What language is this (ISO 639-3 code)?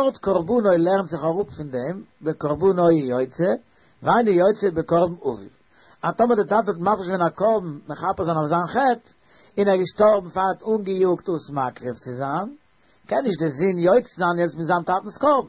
yid